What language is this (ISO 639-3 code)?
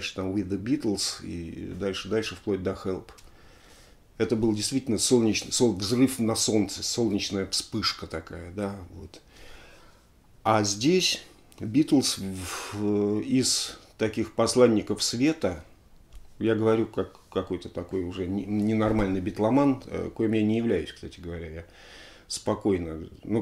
rus